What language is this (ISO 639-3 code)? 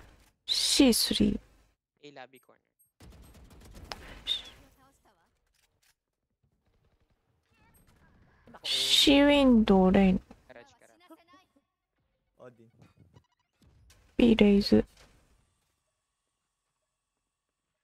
jpn